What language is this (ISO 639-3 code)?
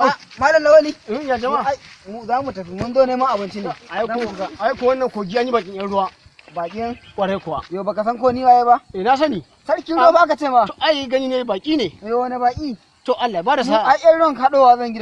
hau